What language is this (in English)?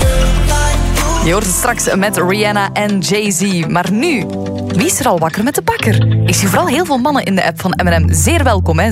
Dutch